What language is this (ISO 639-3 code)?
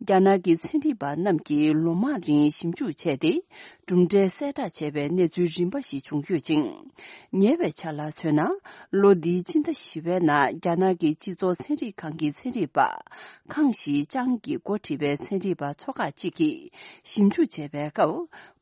bod